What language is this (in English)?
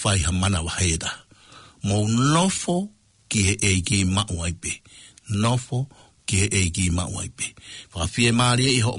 Tongan